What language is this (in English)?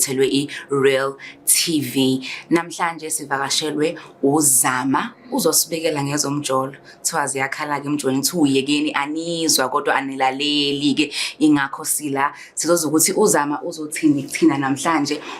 Zulu